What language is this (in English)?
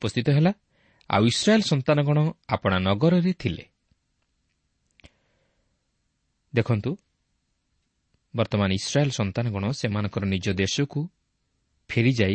Odia